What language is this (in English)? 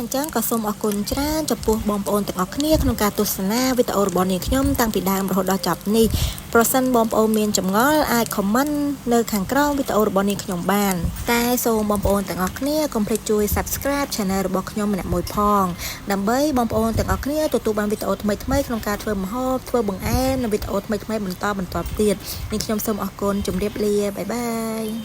Khmer